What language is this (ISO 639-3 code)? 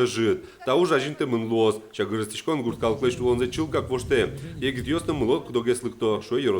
udm